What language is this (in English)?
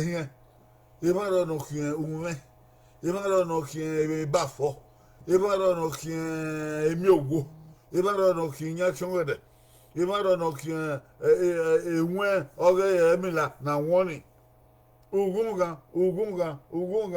Bini